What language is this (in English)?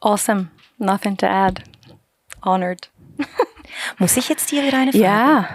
Swiss German